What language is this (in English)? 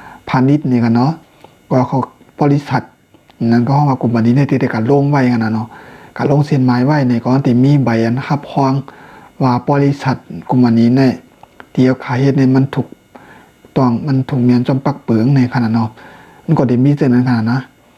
Shan